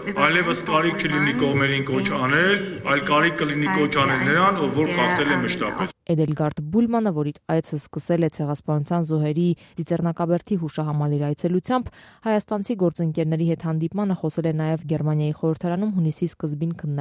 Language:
Armenian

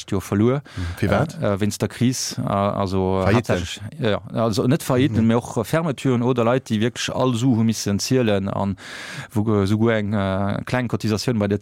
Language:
Luxembourgish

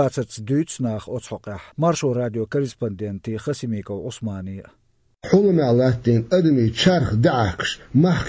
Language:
Chechen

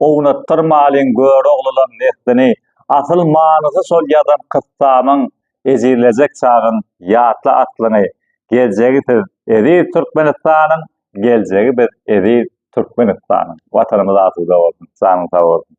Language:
Turkmen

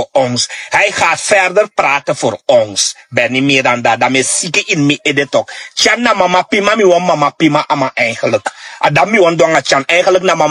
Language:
Sranan Tongo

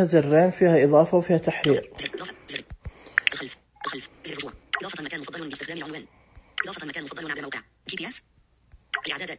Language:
Najdi Arabic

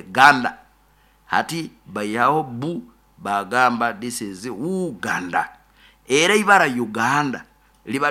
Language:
Nyoro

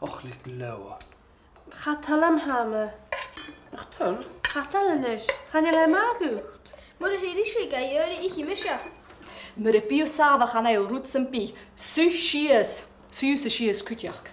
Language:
Scottish Gaelic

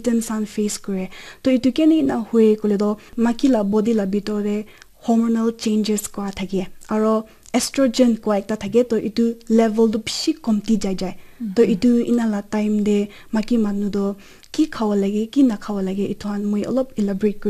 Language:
Naga Pidgin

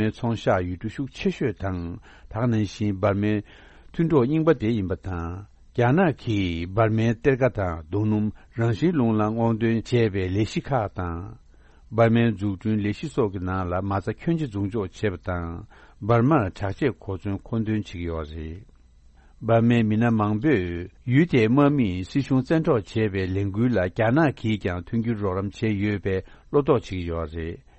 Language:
Tibetan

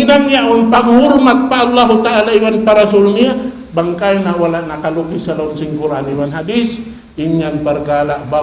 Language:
Tausug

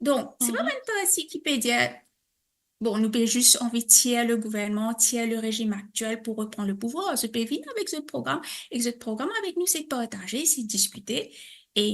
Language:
Morisyen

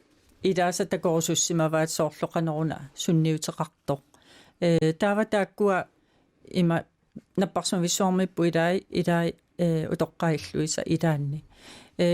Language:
Kalaallisut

